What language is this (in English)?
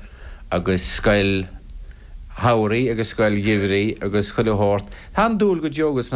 Irish